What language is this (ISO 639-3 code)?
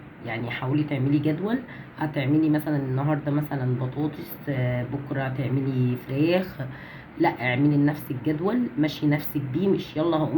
arz